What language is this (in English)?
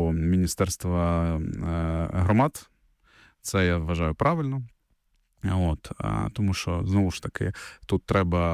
Ukrainian